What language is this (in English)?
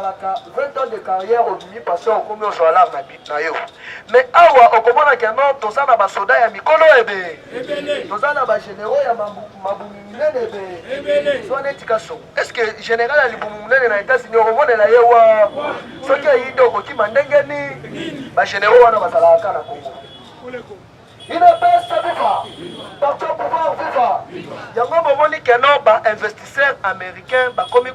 Lingala